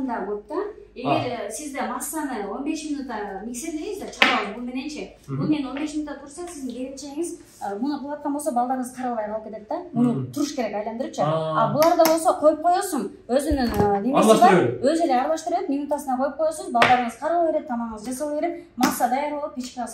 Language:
Kyrgyz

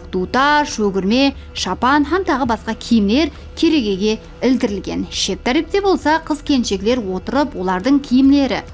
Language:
Kara-Kalpak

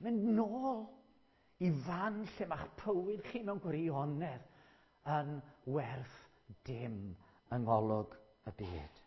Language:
Welsh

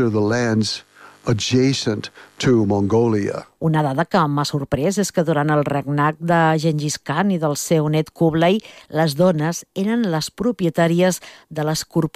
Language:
Catalan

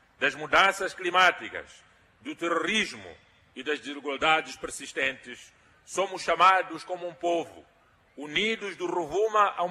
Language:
Portuguese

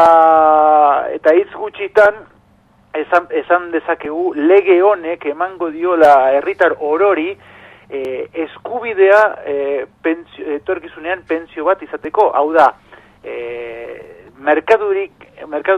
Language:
Basque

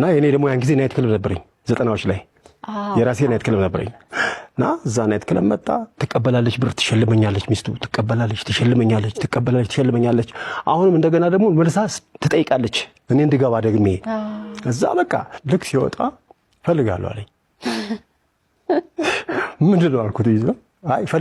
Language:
Amharic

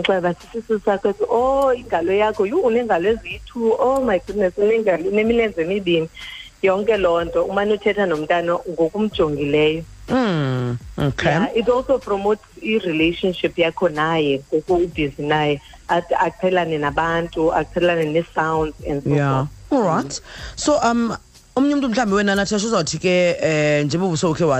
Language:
Xhosa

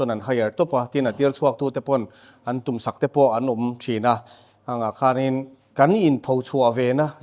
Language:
Mizo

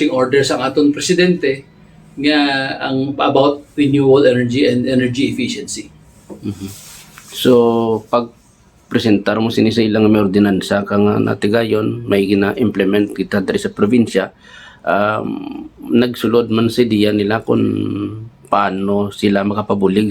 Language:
Hiligaynon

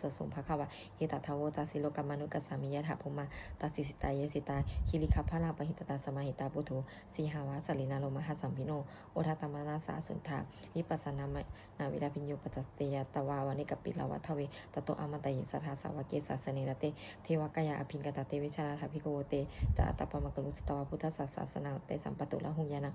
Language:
Pali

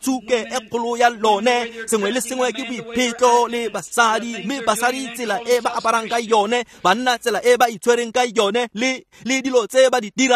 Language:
Tswana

